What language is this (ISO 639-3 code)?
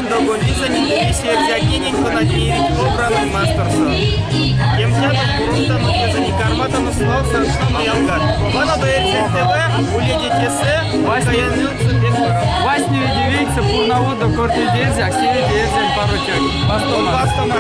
myv